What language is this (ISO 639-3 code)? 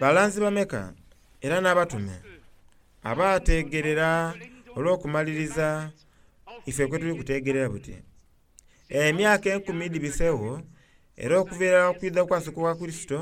xog